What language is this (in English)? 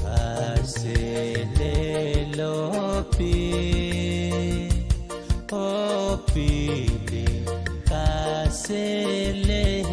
Pohnpeian